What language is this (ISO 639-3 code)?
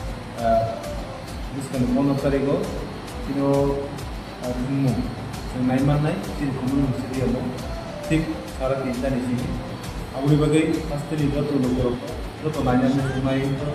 trp